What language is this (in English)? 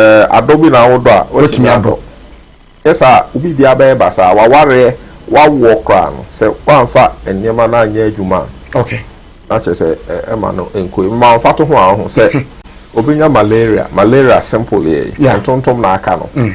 Akan